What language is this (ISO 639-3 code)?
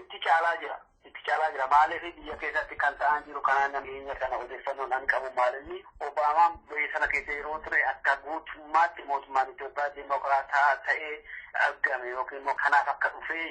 orm